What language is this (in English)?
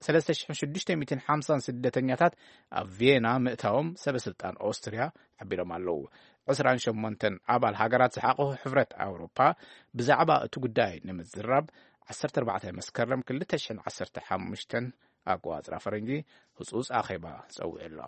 Tigrinya